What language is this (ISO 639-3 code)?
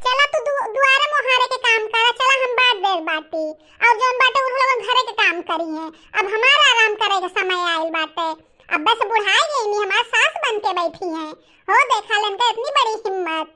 bho